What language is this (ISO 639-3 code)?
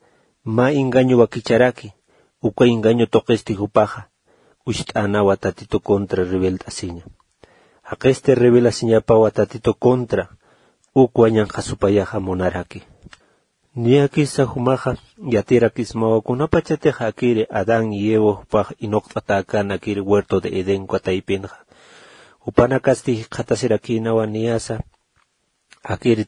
aym